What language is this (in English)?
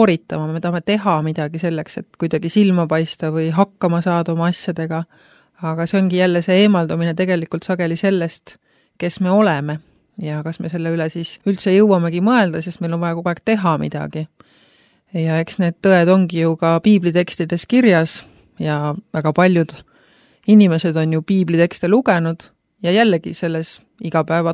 Estonian